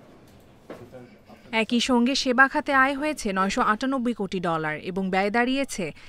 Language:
Bangla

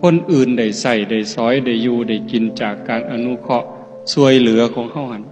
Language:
Northeastern Thai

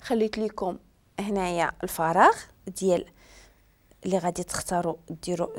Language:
Moroccan Arabic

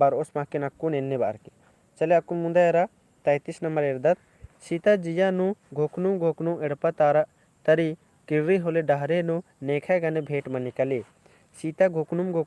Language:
Kurukh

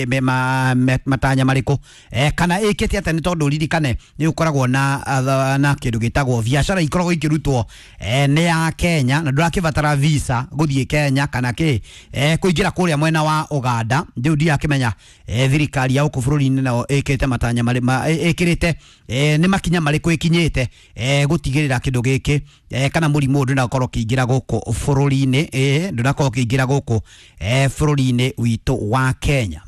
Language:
Kikuyu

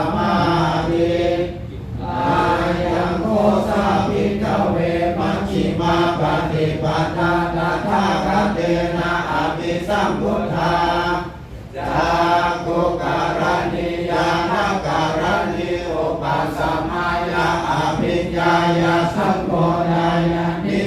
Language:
Pali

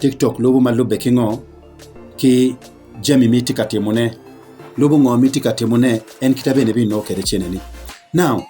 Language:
Acoli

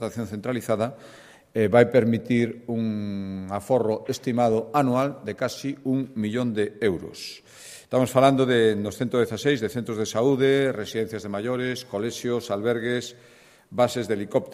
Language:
Galician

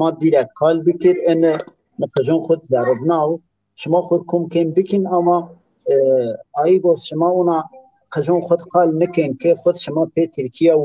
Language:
Zaza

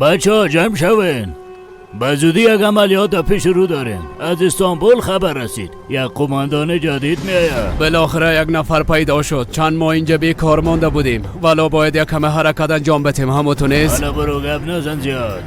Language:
Persian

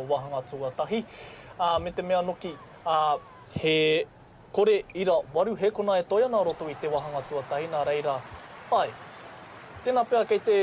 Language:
Māori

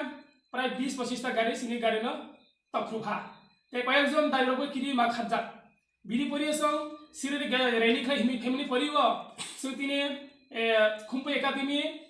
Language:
Kok Borok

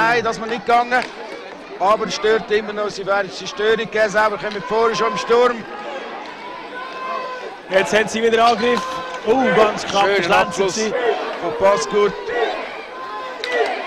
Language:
German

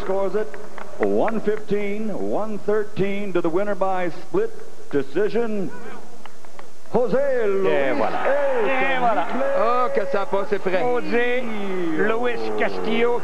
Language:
French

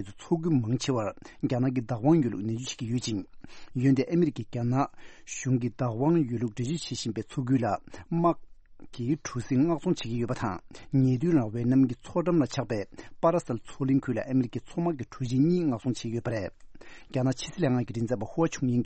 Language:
Tibetan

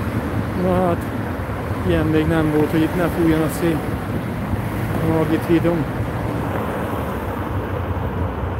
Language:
Hungarian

